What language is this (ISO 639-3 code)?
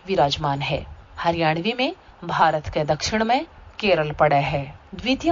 san